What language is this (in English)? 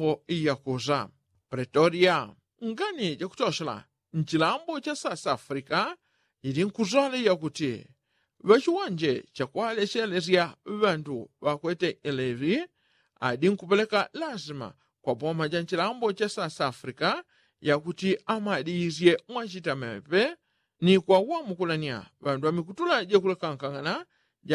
Yao